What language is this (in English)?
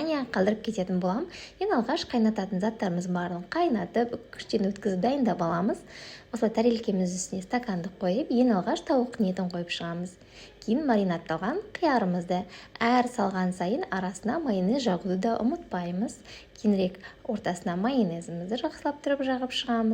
Kazakh